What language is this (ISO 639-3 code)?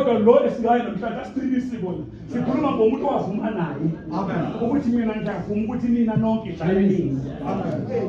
zul